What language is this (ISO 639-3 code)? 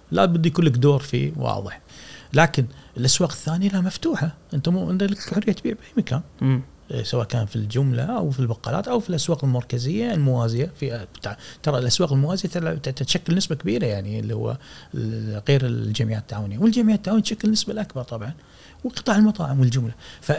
afb